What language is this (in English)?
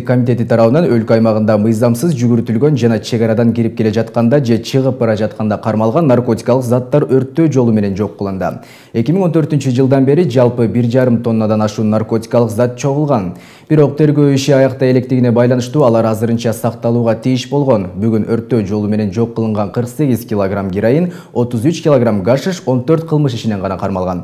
Kyrgyz